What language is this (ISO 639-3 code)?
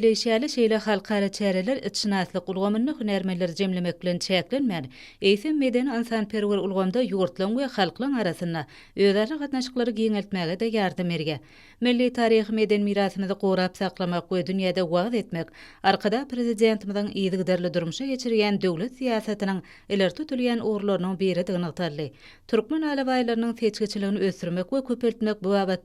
tuk